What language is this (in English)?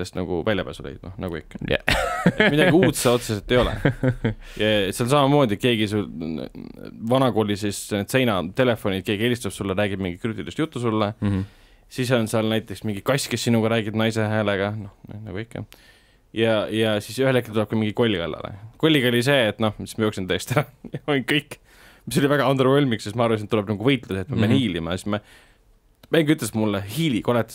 Estonian